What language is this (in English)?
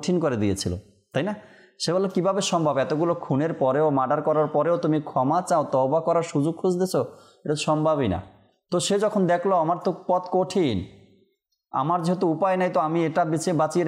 Bangla